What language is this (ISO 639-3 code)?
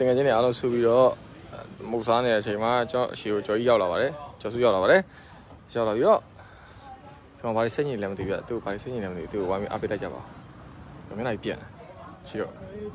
mya